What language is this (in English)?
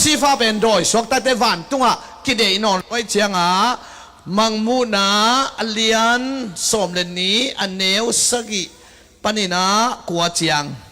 Tedim Chin